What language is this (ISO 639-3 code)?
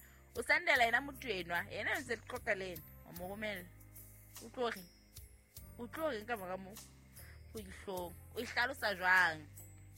sot